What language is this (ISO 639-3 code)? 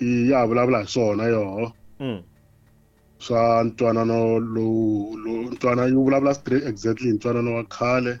tso